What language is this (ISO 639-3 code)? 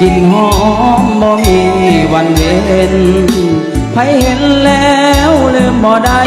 lao